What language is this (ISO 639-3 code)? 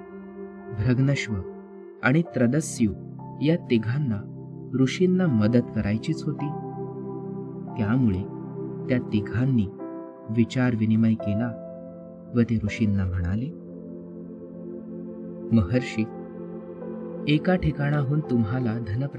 mar